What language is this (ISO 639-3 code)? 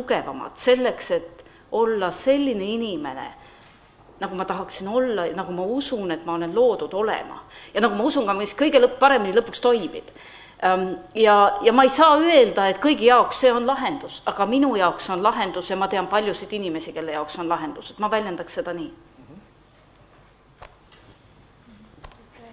est